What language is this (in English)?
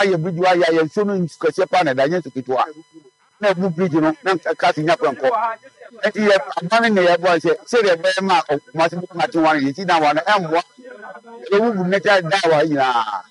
Akan